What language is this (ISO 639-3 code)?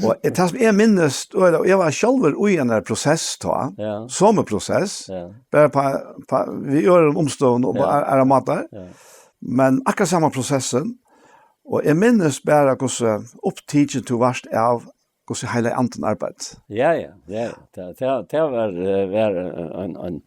fao